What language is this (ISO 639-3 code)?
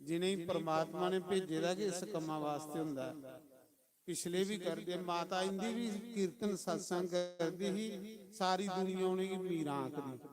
doi